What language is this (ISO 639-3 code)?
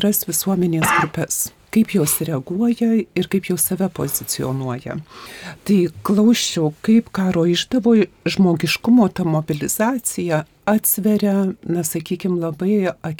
lit